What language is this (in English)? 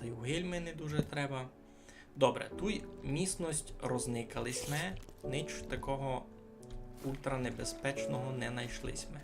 Rusyn